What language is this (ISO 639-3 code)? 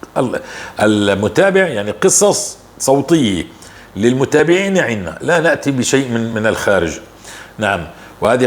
apc